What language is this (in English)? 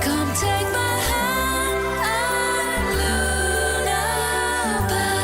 Tswana